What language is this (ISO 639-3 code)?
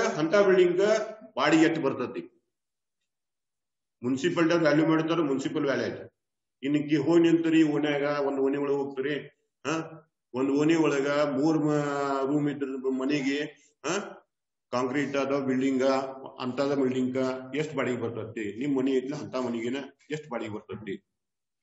kan